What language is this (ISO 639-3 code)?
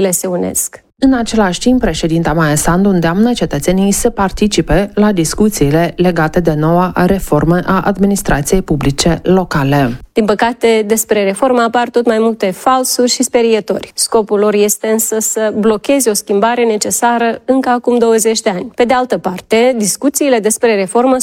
ron